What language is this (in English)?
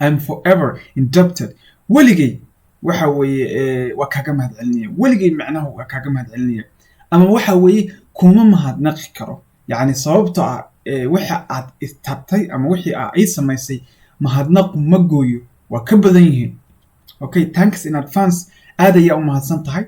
Somali